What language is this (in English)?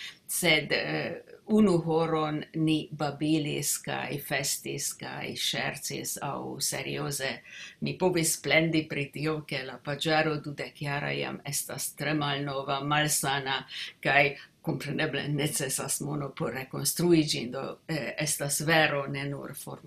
Esperanto